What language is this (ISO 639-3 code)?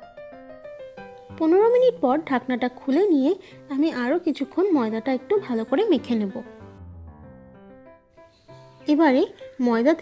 ben